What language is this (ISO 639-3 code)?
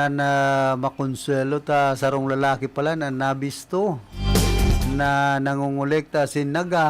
bik